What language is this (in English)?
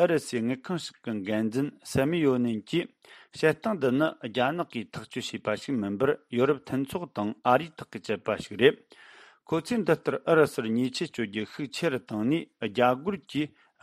Tibetan